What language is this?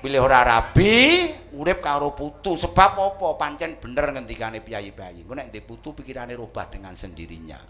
Javanese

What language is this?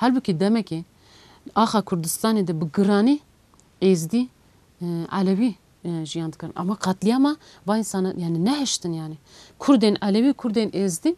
Kurdish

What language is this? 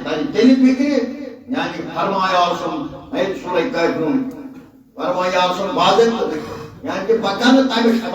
Kashmiri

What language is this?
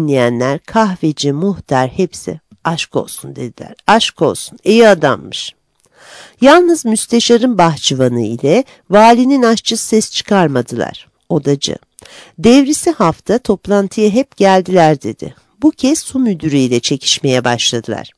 Turkish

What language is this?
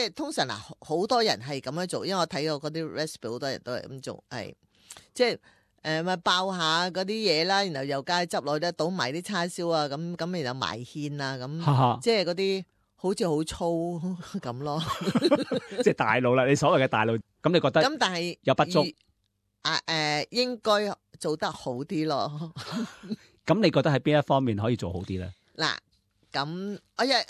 Cantonese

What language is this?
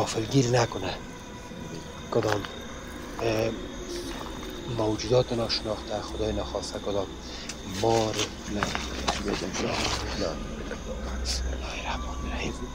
Persian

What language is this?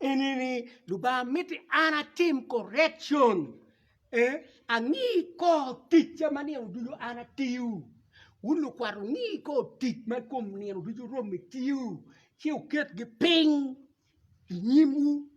Acoli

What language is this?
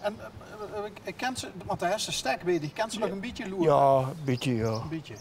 Limburgish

